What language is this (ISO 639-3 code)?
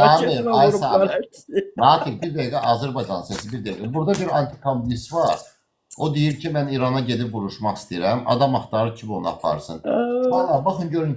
aze